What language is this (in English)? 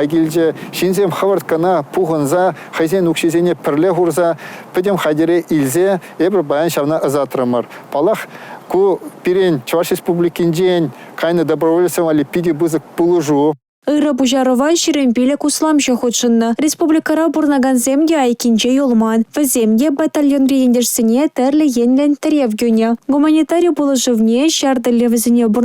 Chuvash